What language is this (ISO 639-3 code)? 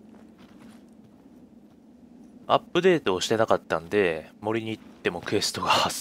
jpn